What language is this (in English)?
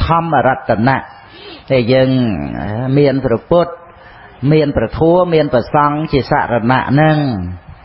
Khmer